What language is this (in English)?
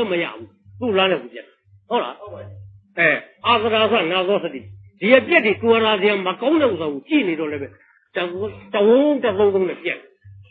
Burmese